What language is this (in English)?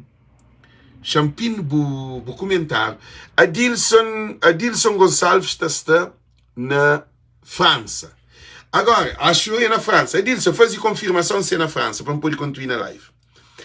Kabuverdianu